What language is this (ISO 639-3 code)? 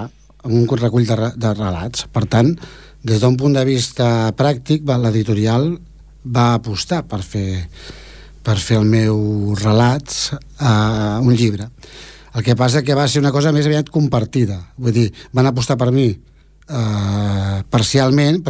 cat